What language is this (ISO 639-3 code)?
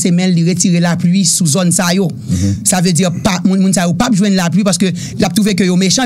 hat